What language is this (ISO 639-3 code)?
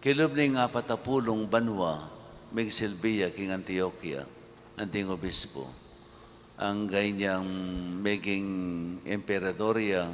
pam